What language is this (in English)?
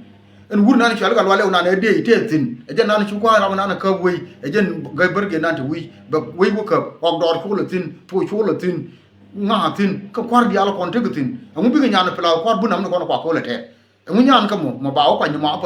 Nuer